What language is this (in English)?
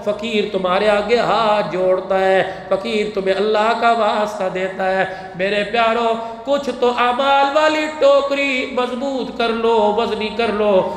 Urdu